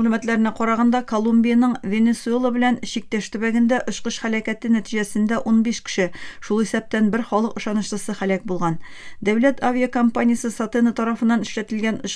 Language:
Tatar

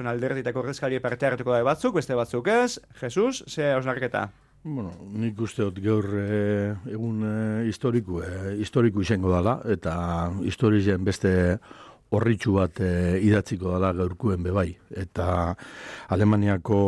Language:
Basque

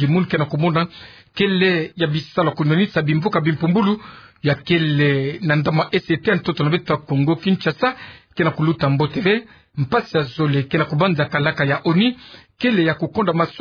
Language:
Kituba (Democratic Republic of Congo)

